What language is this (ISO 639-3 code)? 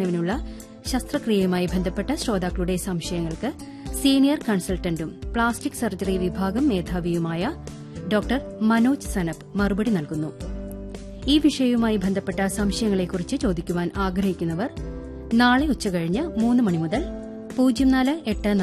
mal